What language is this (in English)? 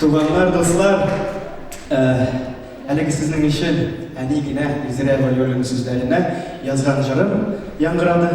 Tatar